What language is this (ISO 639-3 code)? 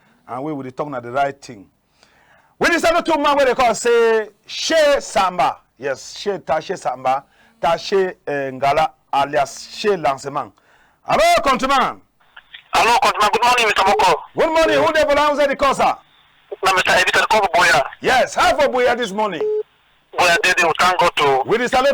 wes